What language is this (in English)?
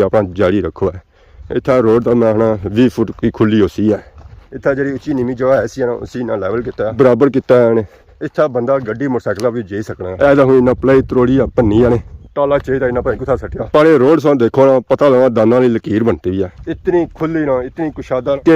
Pahari-Potwari